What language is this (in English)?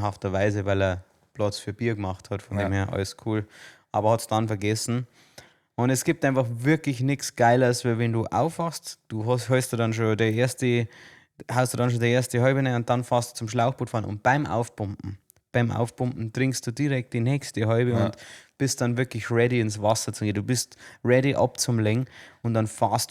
Bavarian